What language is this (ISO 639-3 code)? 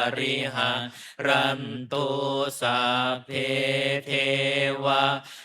pli